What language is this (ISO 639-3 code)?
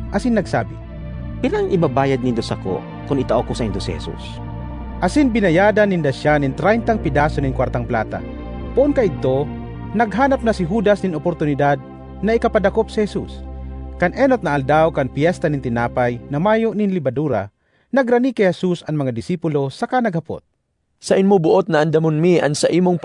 bik